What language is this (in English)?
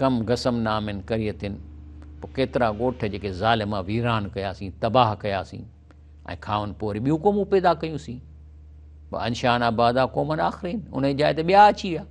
Sindhi